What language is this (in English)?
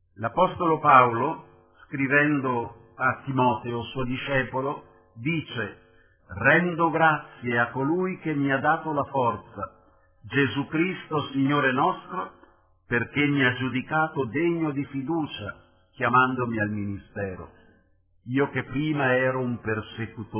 Italian